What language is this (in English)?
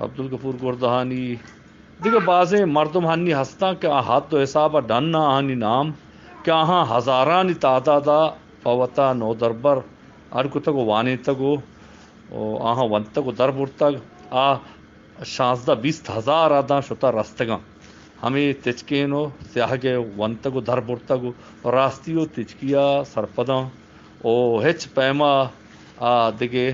Eastern Balochi